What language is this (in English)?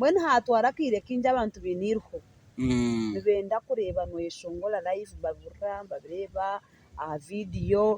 Nyankole